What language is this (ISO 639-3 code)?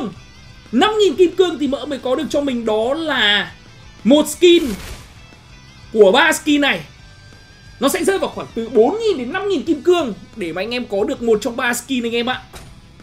vie